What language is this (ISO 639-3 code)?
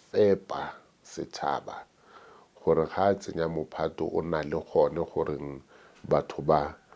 tsn